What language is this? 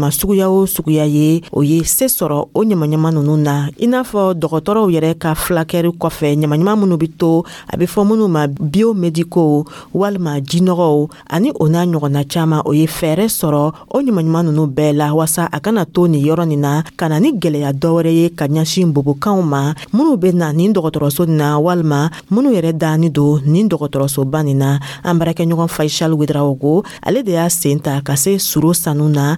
Dyula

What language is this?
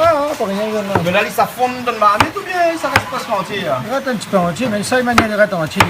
Réunion Creole French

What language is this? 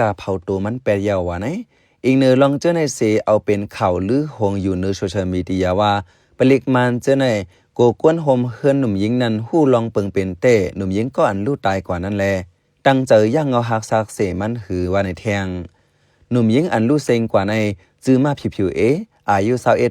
Shan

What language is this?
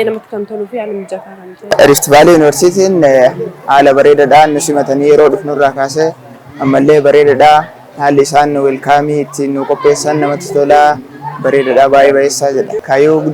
Oromo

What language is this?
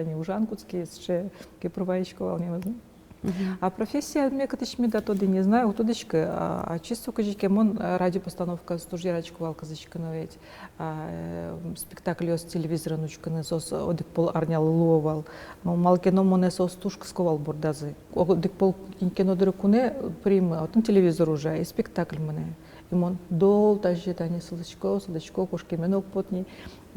Udmurt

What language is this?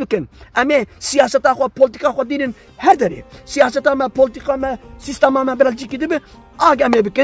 Kurdish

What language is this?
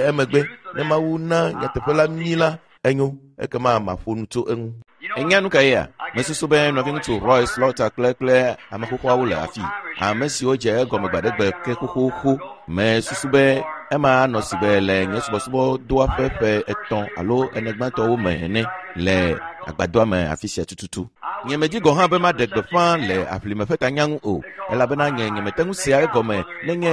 Ewe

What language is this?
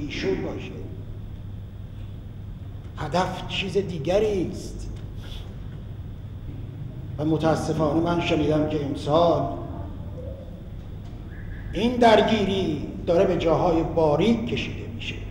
Persian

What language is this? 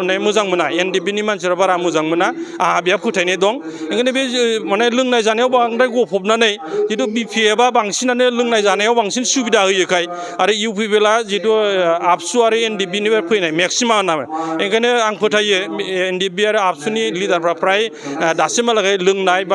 Bodo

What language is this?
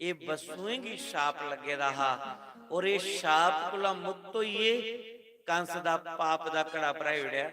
Dogri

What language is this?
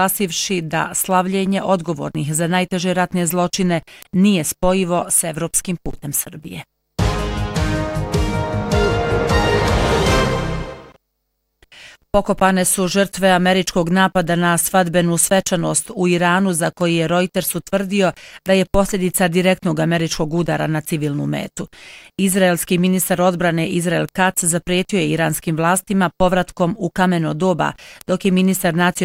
Bosnian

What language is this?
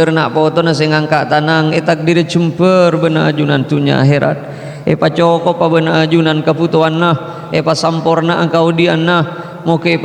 Madurese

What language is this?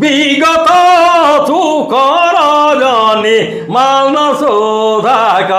Sadri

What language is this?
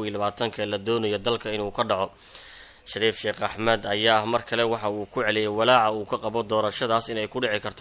Somali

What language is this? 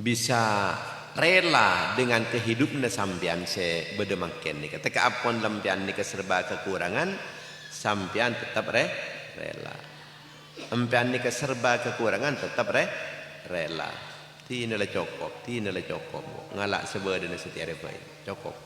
Madurese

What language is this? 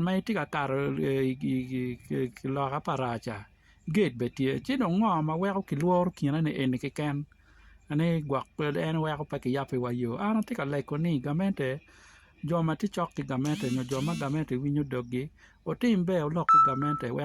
Acoli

